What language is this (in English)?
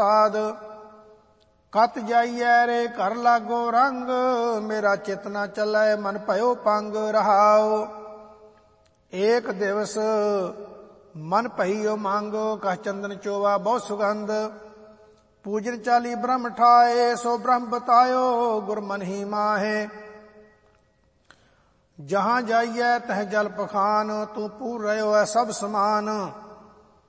Punjabi